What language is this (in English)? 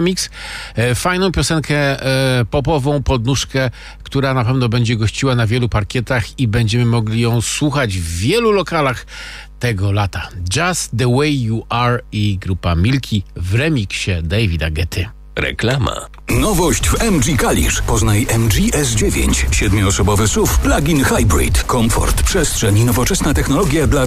Polish